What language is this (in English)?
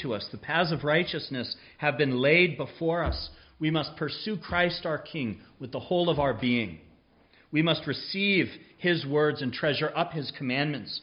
English